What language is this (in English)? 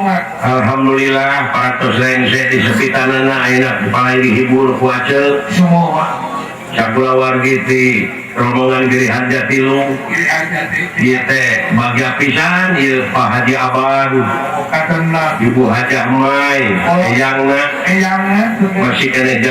Sundanese